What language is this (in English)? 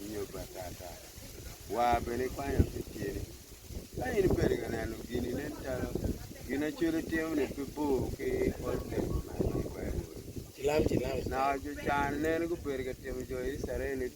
Acoli